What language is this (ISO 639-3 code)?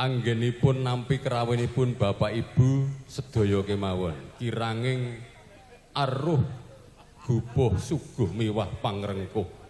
jav